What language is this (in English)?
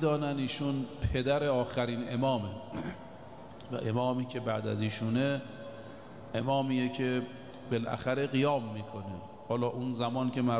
Persian